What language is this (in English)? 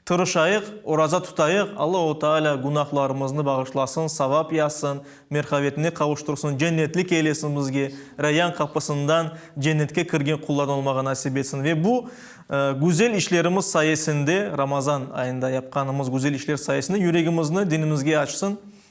Crimean Tatar